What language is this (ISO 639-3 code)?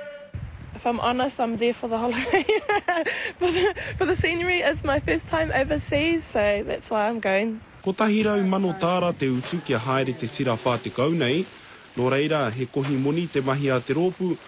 mri